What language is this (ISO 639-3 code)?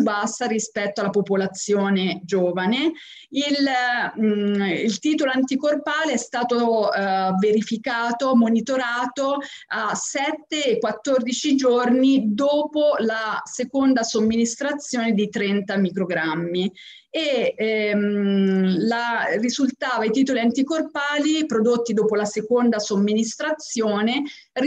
ita